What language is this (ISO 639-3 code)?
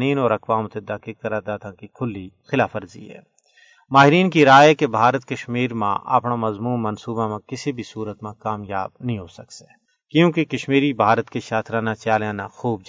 gju